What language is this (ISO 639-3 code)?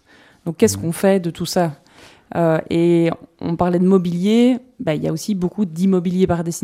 fra